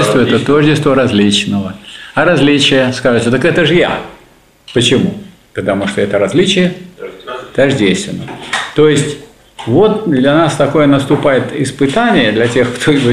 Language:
Russian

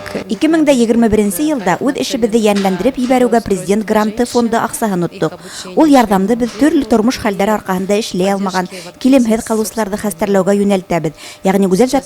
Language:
Bashkir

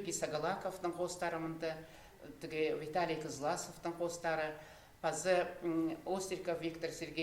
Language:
Khakas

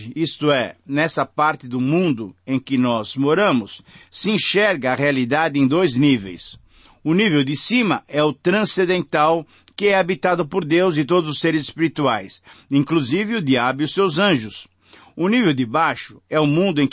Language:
Portuguese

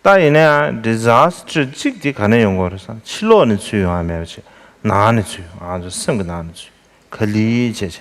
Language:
Tibetan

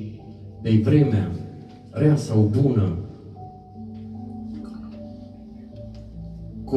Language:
Romanian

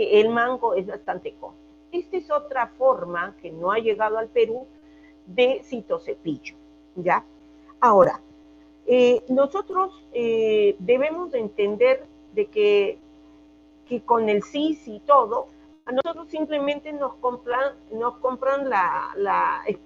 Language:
Spanish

